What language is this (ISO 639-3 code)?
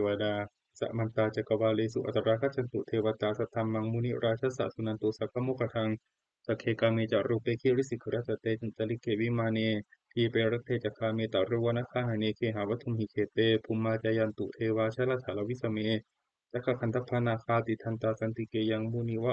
pli